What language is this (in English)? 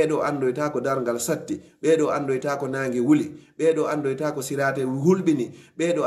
Fula